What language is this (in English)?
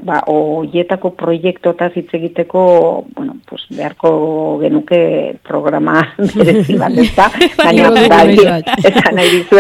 Basque